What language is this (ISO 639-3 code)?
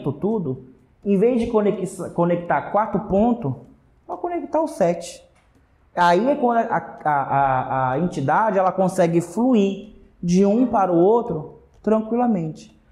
por